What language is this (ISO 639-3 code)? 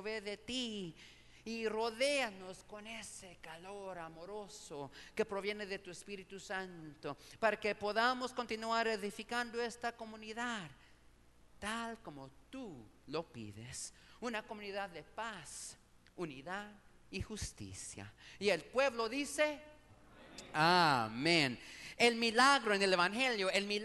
spa